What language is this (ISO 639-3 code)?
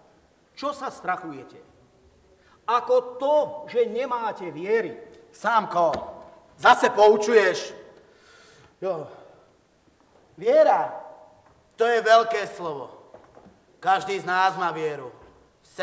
slk